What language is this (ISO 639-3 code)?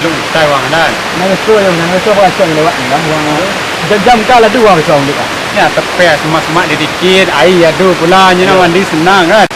min